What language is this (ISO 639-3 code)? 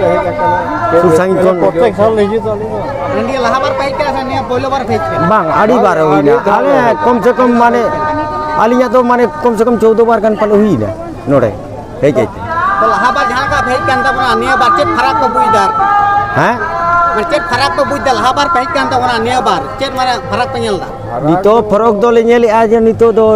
sat